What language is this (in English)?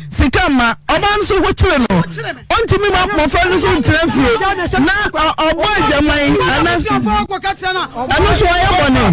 Akan